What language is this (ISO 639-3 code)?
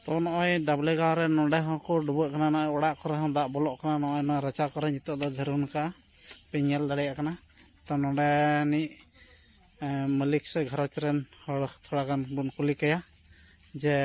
sat